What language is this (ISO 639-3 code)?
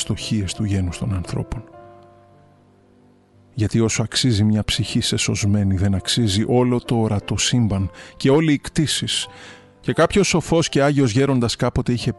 ell